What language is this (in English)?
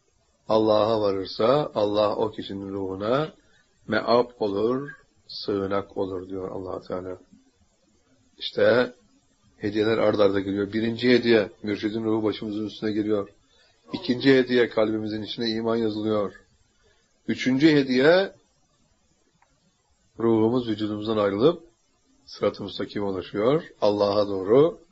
Turkish